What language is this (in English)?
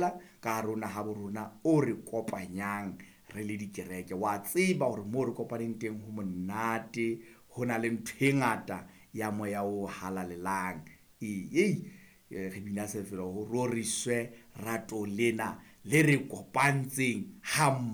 Southern Sotho